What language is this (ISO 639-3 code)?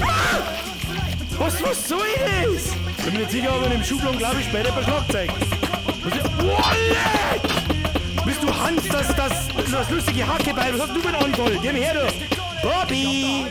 bar